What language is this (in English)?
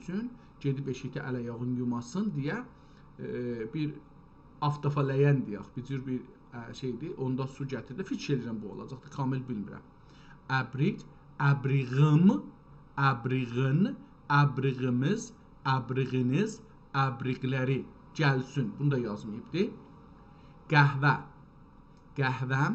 South Azerbaijani